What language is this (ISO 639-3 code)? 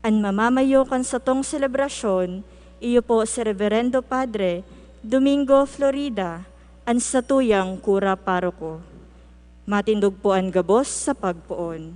bik